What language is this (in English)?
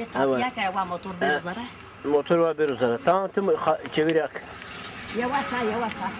Zaza